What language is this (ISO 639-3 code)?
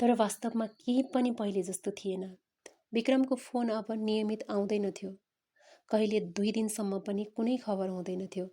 nep